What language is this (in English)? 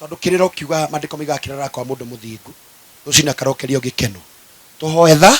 Kikuyu